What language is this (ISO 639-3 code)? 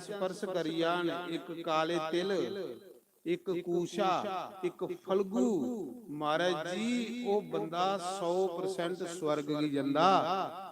doi